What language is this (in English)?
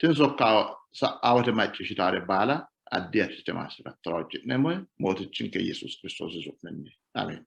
Sidamo